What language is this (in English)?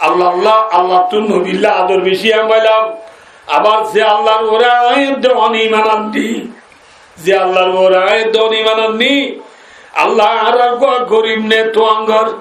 Rohingya